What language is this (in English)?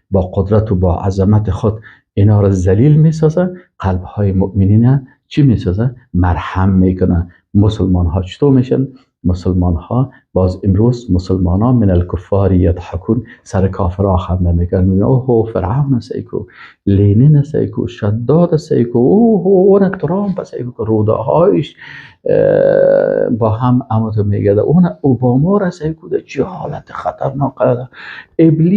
Persian